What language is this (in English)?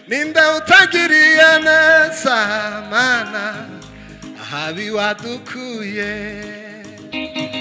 Kinyarwanda